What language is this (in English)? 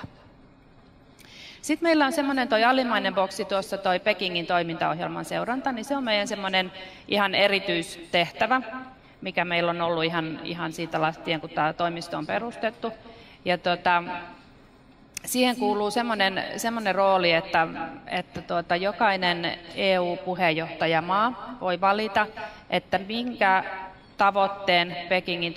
Finnish